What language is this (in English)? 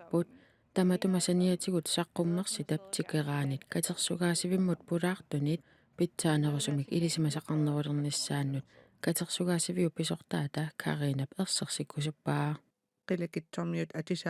Kalaallisut